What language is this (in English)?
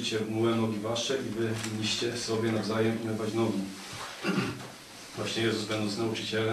Polish